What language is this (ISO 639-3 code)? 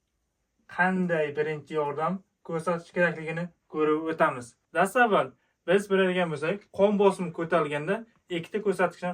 uzb